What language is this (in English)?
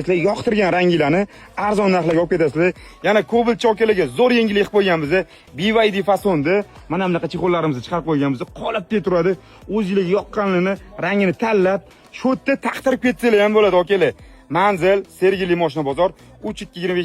Uzbek